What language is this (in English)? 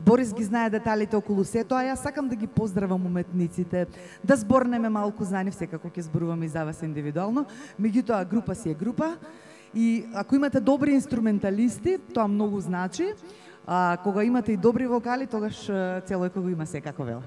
Macedonian